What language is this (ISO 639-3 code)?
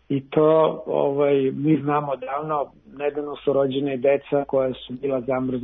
srp